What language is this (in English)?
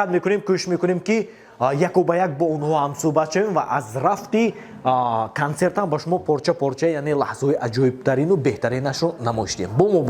Tajik